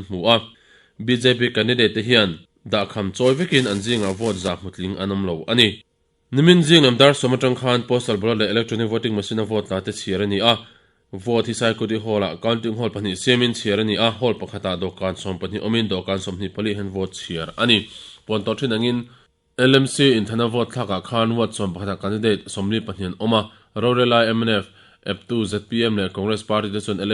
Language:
Mizo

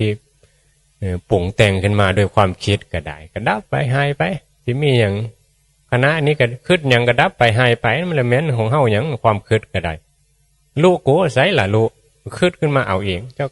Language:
Northeastern Thai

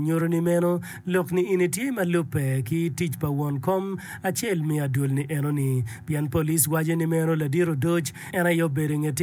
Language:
Acoli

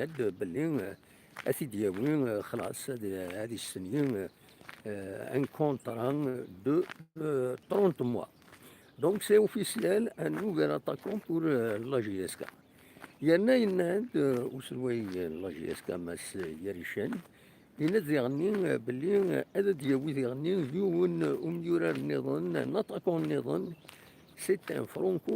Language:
Kabyle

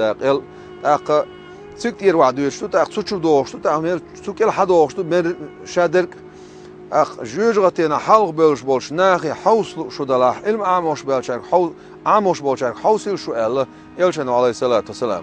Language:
Chechen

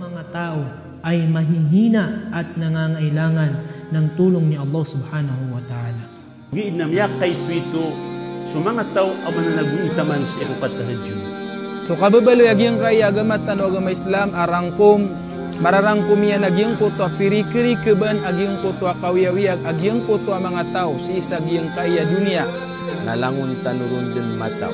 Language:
Maranao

